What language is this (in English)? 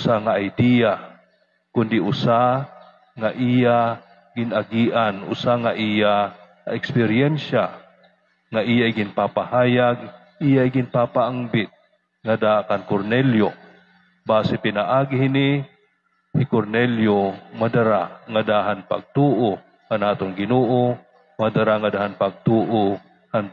Waray